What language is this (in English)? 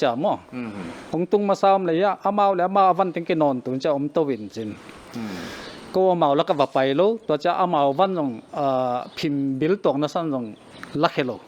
Paite Chin